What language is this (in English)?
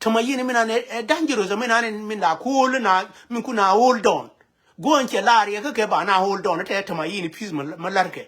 Nuer